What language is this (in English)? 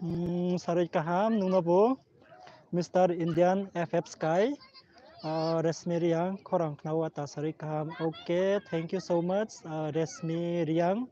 Riang (India)